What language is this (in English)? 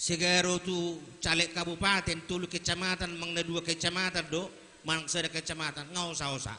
Batak Toba